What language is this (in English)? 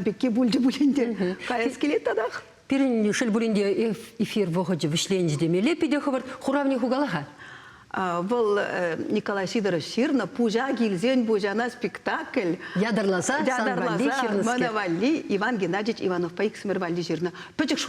Chuvash